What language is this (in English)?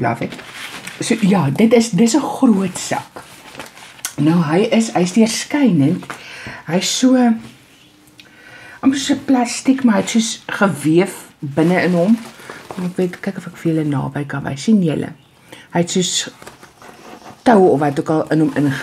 Afrikaans